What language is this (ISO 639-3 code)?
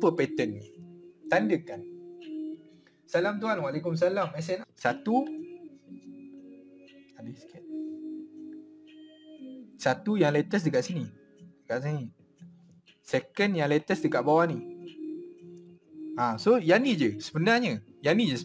msa